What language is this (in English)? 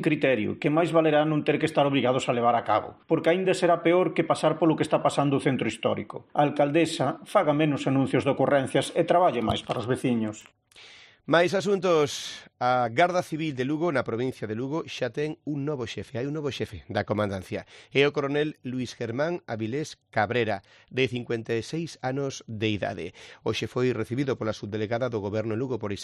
Galician